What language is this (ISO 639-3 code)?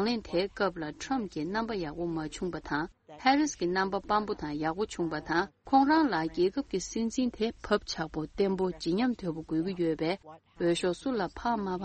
bod